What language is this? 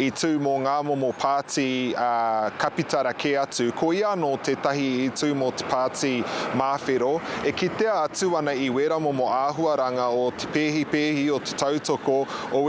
Māori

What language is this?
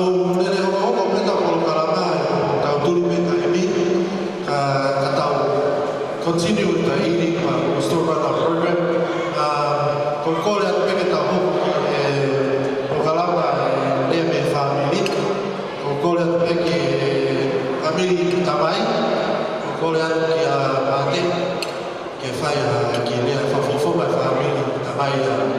Tongan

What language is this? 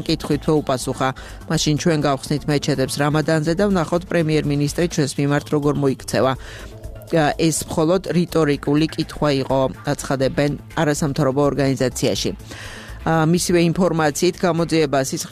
Georgian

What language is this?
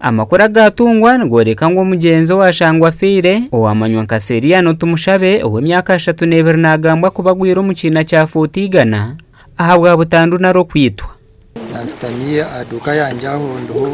Nyankole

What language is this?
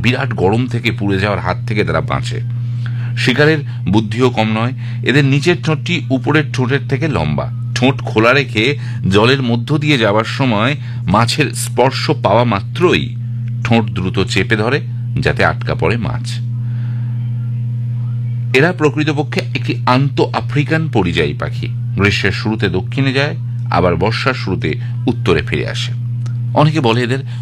Bangla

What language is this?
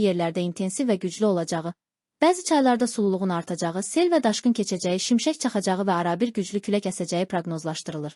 Azerbaijani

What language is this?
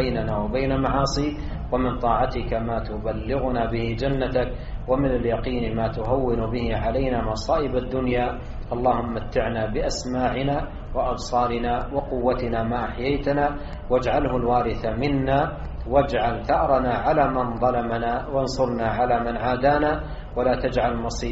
Arabic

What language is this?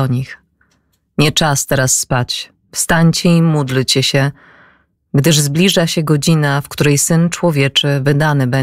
Polish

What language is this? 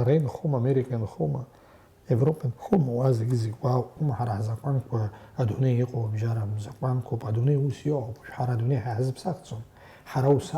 Abkhazian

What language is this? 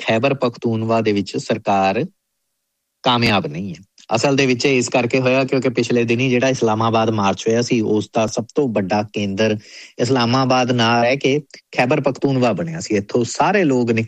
Punjabi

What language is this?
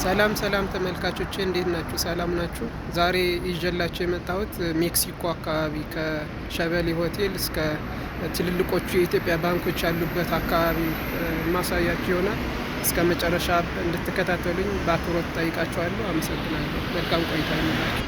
Amharic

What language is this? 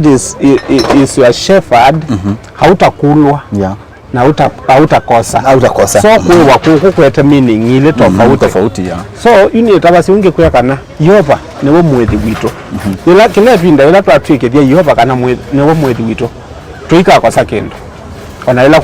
Kamba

